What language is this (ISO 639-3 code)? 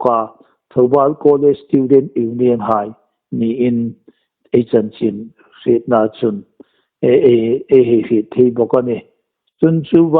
hmr